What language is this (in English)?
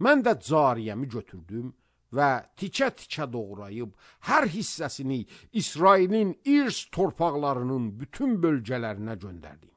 Azerbaijani